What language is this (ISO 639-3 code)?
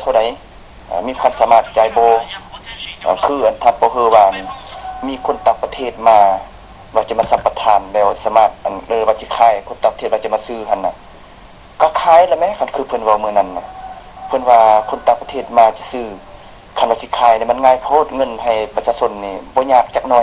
lao